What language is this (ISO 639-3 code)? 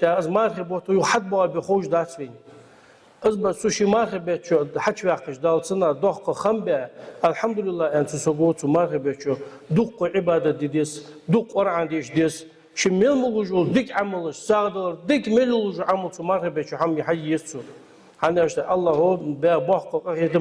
inh